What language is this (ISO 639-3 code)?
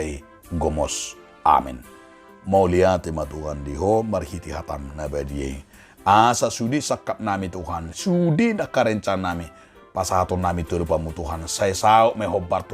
bbc